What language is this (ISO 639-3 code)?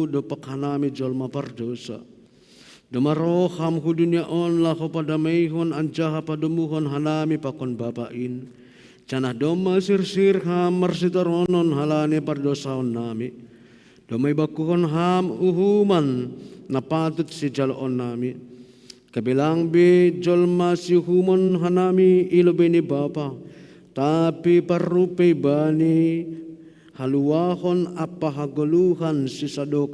bts